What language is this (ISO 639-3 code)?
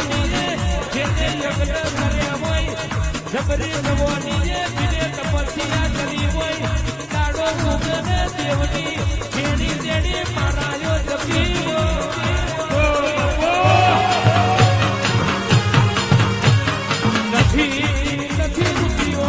guj